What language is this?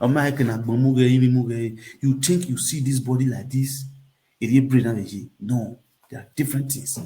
Nigerian Pidgin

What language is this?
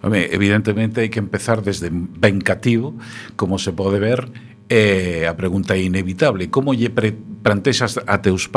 Galician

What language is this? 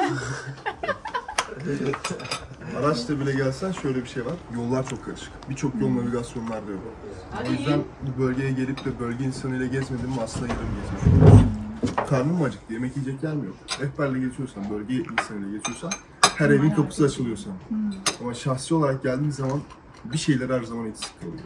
Turkish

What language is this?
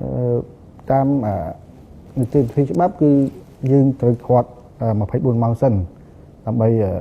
Khmer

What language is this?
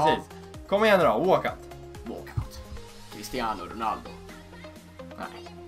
Swedish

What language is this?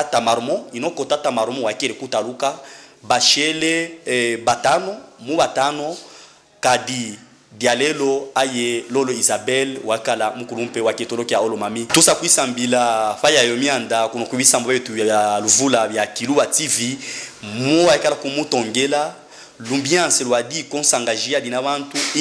Luba-Katanga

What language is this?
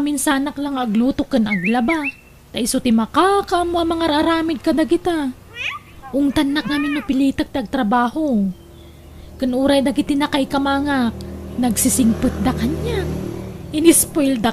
Iloko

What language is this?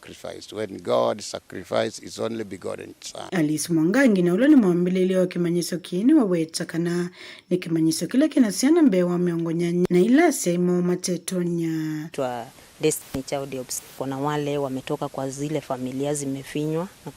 Kamba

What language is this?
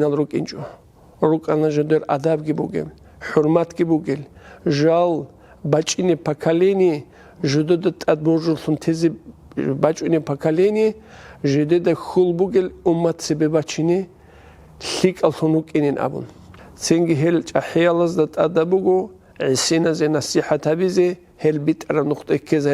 Avaric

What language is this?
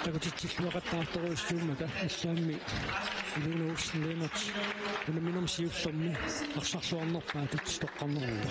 Kalaallisut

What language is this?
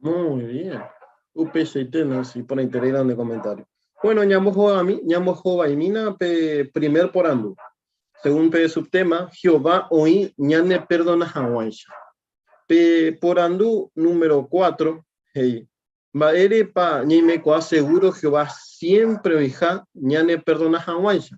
Guarani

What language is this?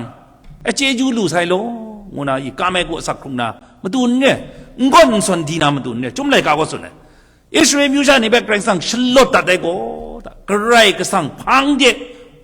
Kachin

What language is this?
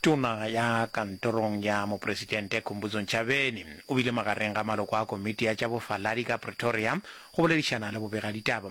Northern Sotho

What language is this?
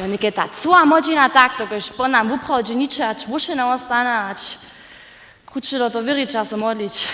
Upper Sorbian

